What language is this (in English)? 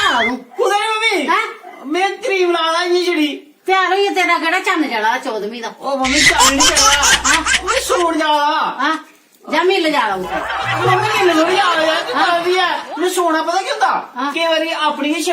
Dogri